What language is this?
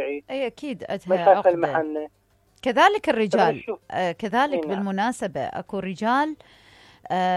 Mesopotamian Arabic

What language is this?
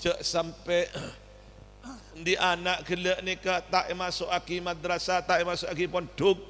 Madurese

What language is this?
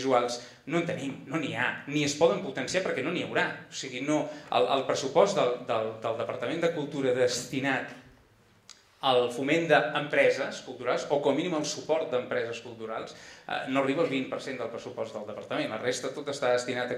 Catalan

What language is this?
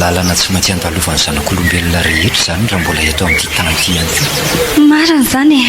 Malagasy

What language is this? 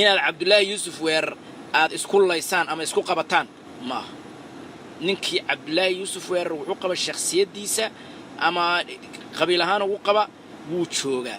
Somali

